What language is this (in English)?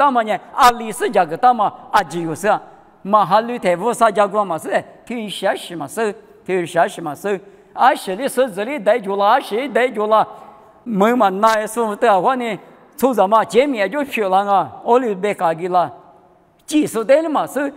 Lisu